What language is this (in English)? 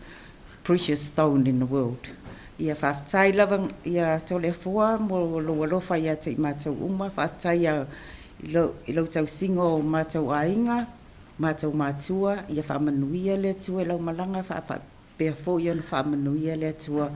Samoan